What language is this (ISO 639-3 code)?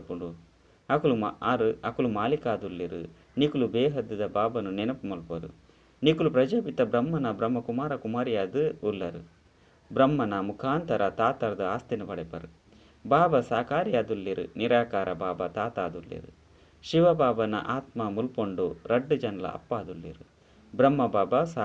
tcy